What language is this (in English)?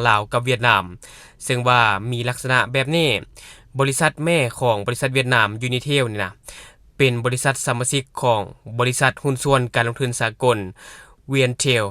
Lao